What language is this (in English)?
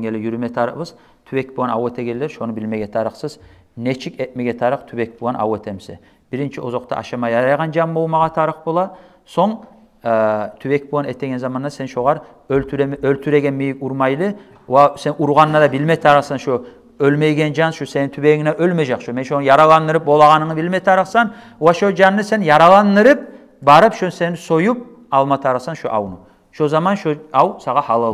Kumyk